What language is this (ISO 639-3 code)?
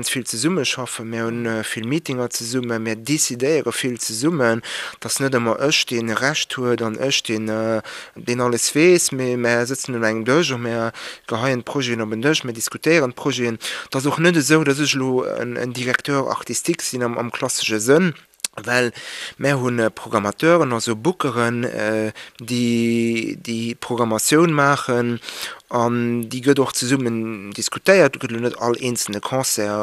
ltz